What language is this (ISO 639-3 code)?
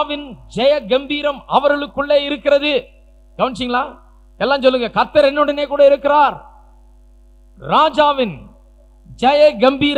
tam